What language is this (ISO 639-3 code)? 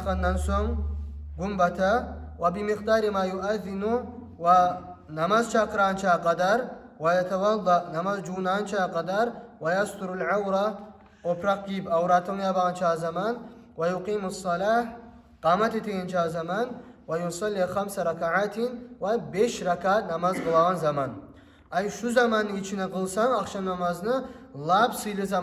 kum